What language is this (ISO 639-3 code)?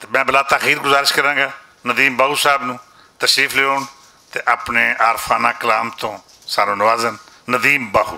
lah